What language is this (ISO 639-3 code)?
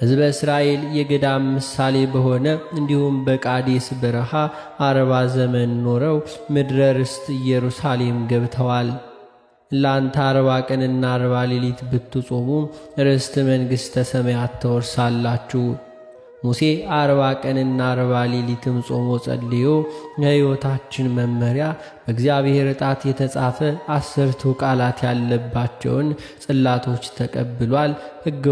amh